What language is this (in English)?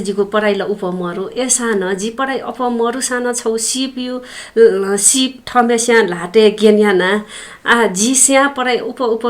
Newari